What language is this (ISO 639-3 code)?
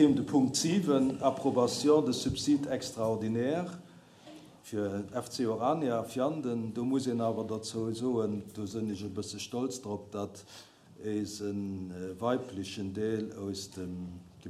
ltz